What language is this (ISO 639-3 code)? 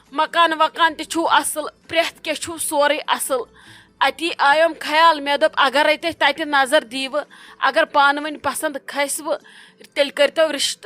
kas